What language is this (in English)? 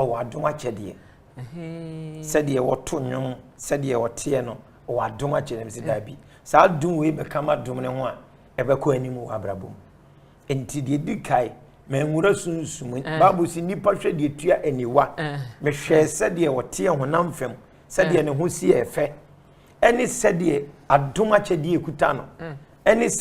Akan